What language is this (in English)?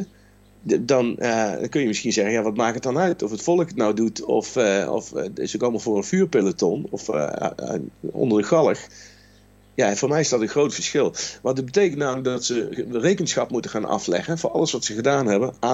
Dutch